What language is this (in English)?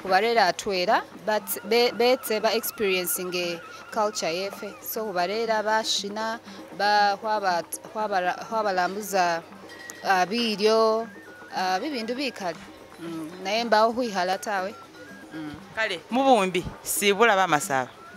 Masaaba